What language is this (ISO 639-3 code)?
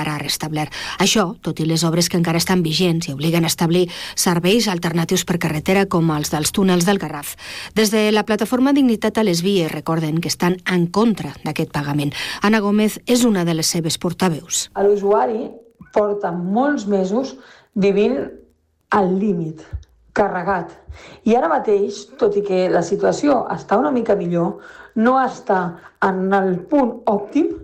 cat